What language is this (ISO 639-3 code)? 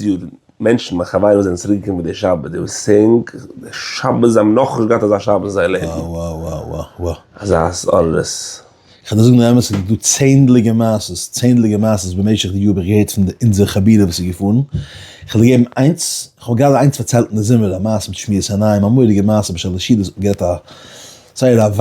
yid